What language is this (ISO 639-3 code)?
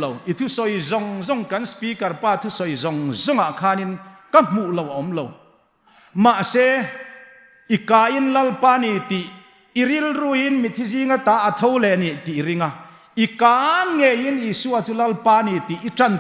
hmr